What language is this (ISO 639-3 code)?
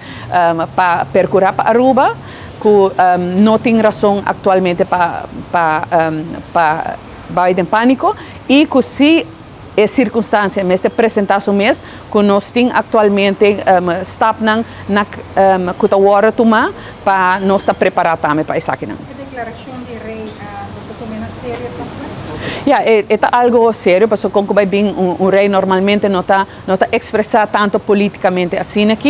pap